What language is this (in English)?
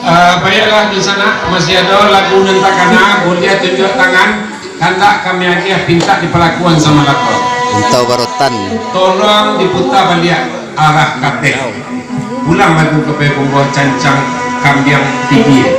Minangkabau